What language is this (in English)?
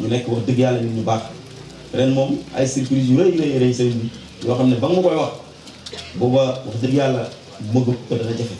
Wolof